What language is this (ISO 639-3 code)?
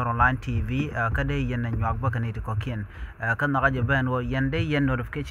nus